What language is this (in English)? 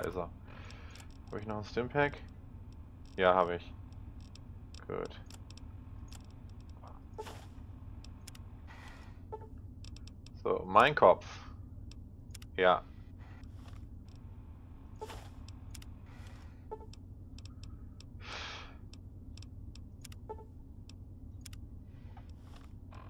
German